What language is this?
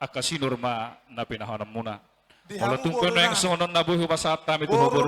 Batak Toba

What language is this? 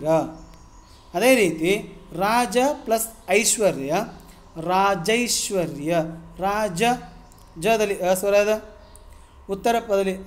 Kannada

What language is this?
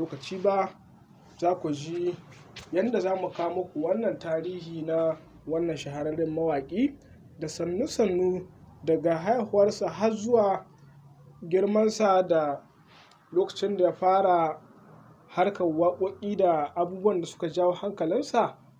Hausa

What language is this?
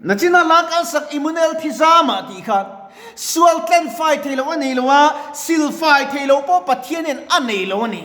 Mizo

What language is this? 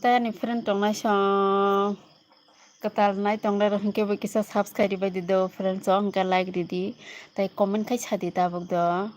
Kok Borok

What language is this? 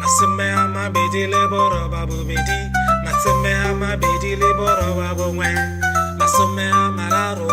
Tswana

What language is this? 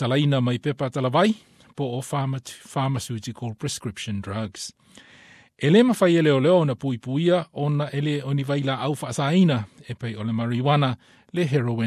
Samoan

